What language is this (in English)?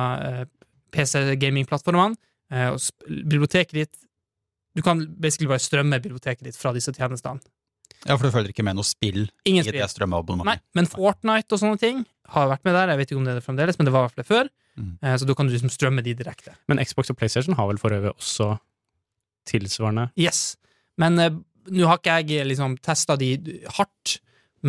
Norwegian